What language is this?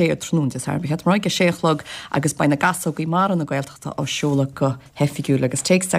Irish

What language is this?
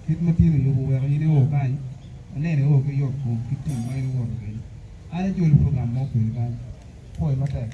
Acoli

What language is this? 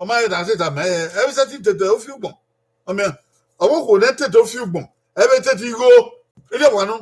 Bini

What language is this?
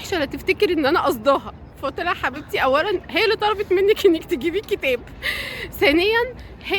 Egyptian Arabic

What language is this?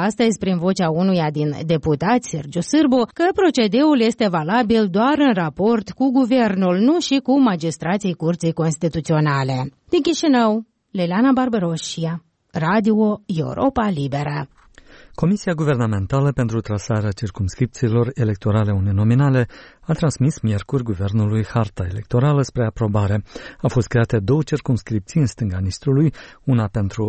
Romanian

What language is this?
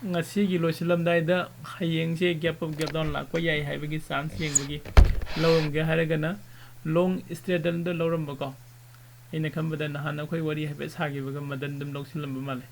Manipuri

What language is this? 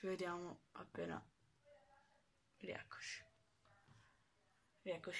Italian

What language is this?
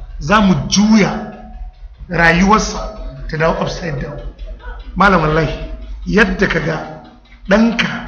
Hausa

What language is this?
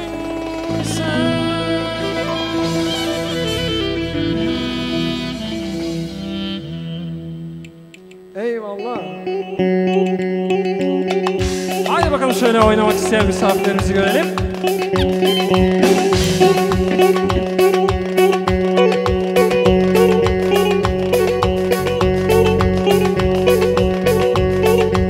Turkish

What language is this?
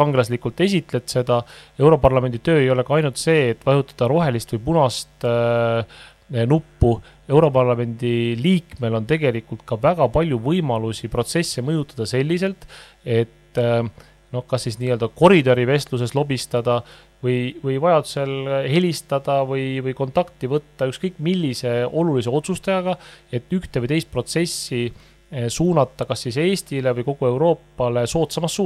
Estonian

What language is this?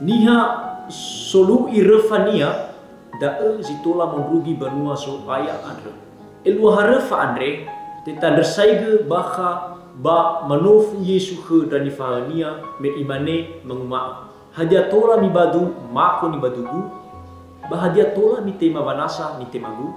Nias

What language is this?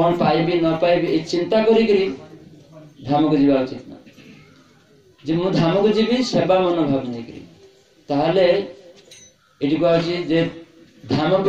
Odia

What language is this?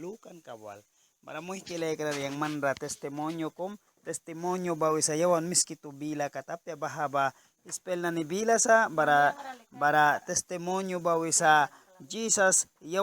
Mískito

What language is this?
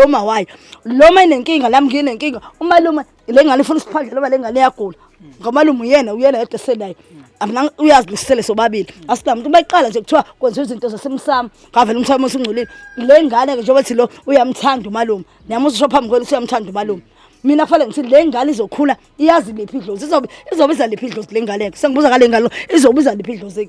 Zulu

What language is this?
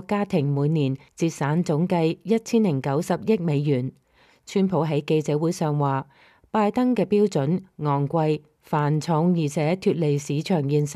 Cantonese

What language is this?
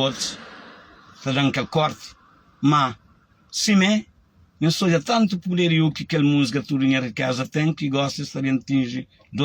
Kabuverdianu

